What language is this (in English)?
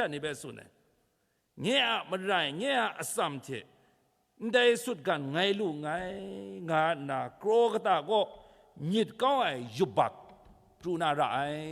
Kachin